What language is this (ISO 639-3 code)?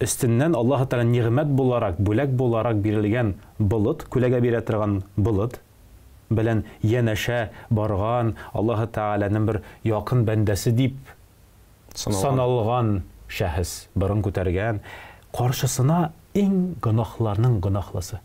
tat